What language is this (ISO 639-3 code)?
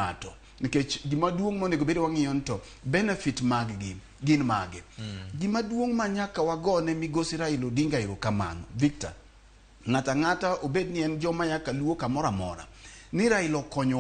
luo